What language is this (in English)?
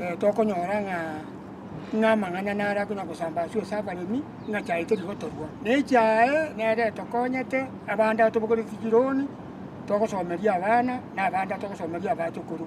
Gusii